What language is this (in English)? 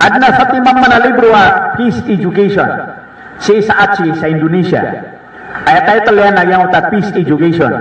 Maranao